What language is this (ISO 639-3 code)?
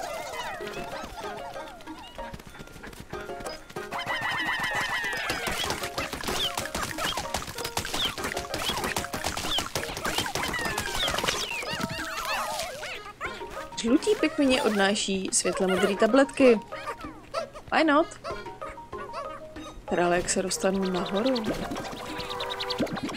ces